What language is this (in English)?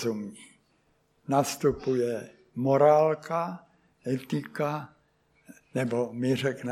Czech